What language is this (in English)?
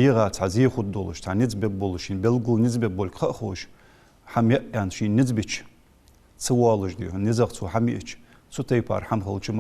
Ingush